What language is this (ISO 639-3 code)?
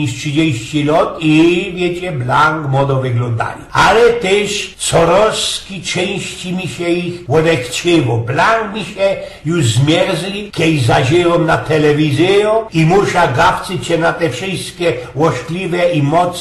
szl